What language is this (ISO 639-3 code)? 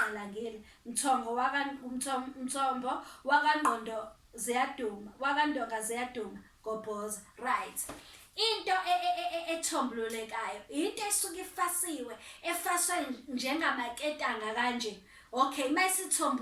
zul